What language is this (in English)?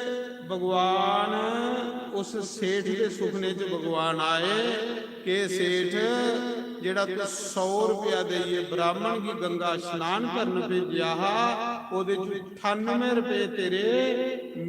Dogri